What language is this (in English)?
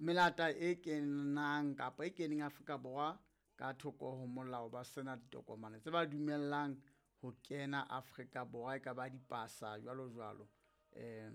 Southern Sotho